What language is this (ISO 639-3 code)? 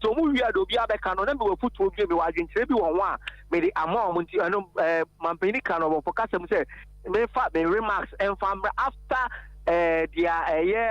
aka